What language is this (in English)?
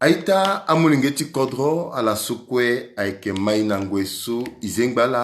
Sango